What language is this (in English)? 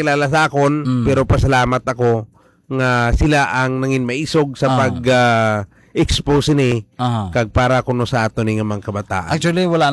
Hiligaynon